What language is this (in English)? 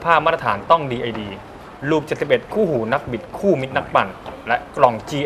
Thai